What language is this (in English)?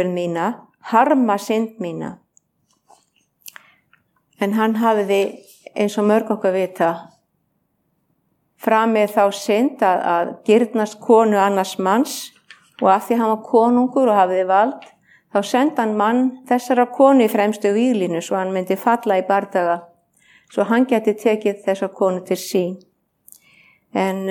Icelandic